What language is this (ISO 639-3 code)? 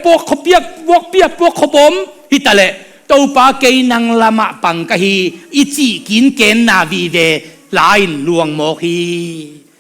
ctd